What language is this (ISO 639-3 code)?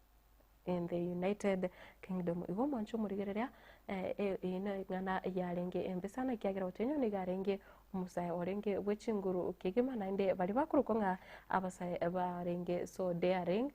guz